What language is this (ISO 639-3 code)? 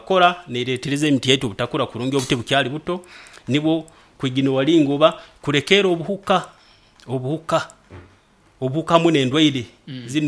nyo